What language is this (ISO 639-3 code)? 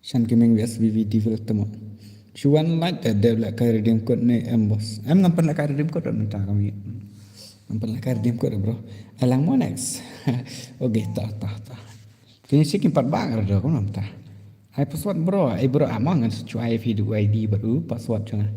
kha